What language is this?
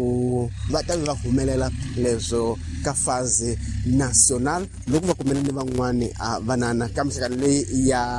Tsonga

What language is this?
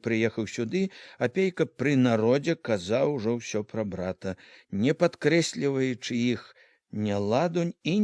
Belarusian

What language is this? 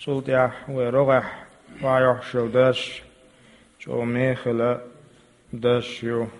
Chechen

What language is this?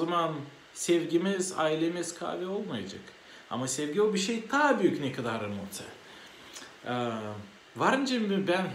Gagauz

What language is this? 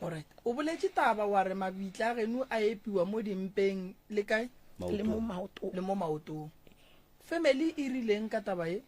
Northern Sotho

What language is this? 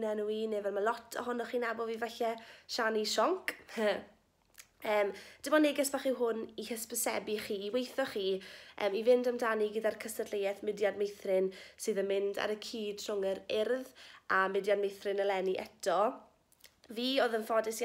Welsh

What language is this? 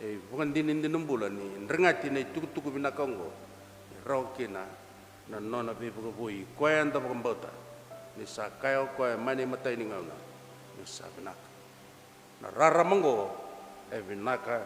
Fijian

